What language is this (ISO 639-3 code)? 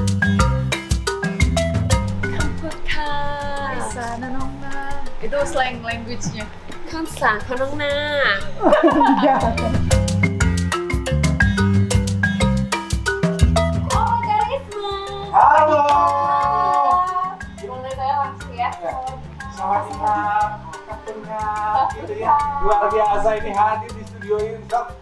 ind